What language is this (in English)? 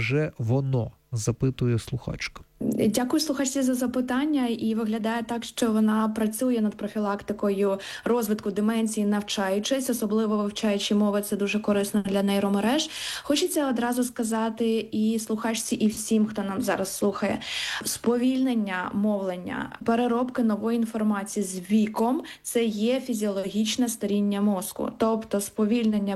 Ukrainian